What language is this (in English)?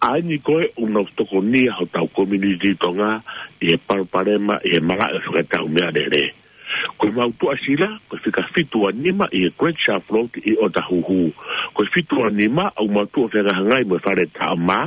Tongan